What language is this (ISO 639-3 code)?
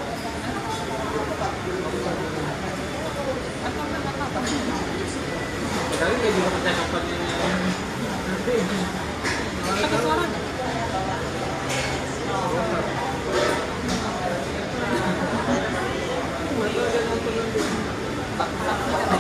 ind